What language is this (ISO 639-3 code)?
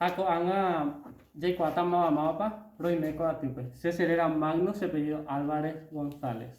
grn